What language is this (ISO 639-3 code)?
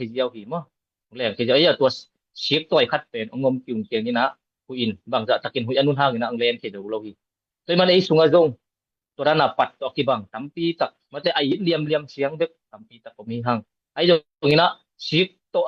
ctd